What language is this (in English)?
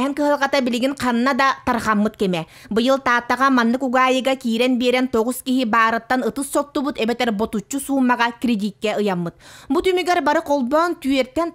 Yakut